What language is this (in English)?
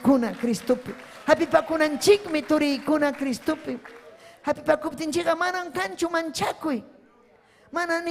Ayacucho Quechua